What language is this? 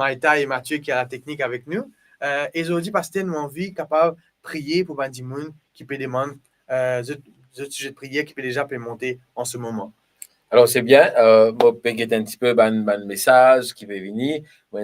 Morisyen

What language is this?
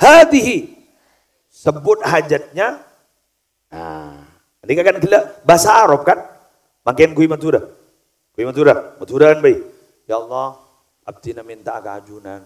Madurese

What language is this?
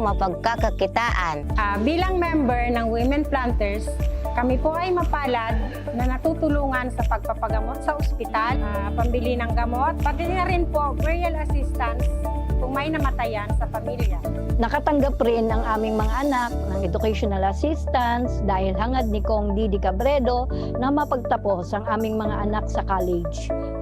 Bikol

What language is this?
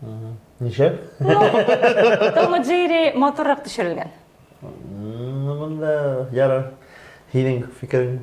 Bashkir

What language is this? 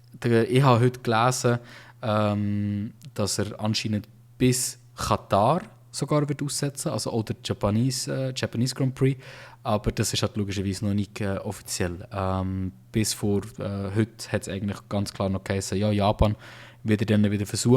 Swiss German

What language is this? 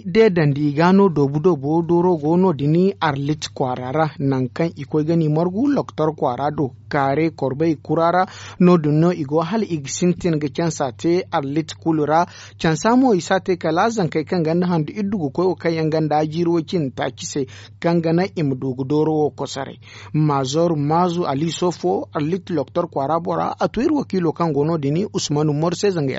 Zarma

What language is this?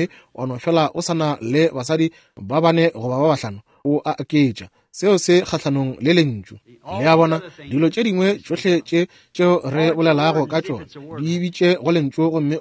Northern Sotho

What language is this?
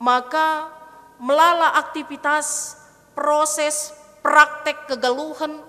Batak Karo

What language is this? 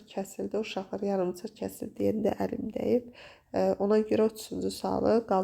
Azerbaijani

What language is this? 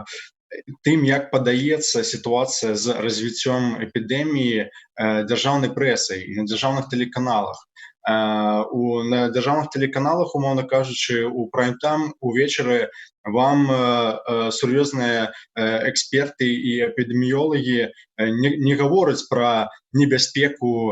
Belarusian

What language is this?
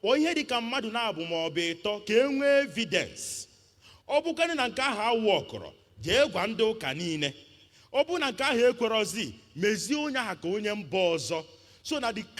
Igbo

